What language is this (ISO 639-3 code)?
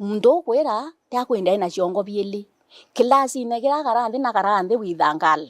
mer